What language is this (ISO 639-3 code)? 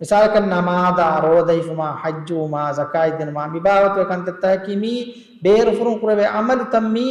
div